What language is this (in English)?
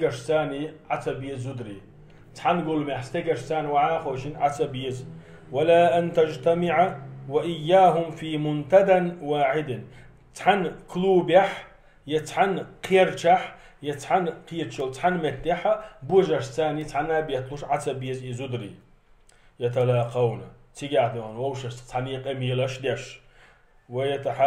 Chechen